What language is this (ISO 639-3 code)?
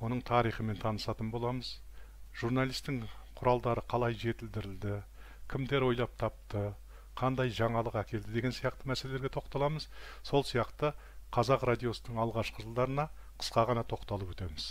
kaz